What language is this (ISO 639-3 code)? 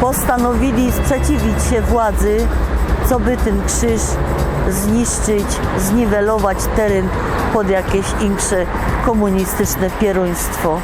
szl